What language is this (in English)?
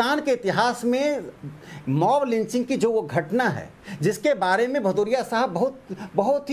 Hindi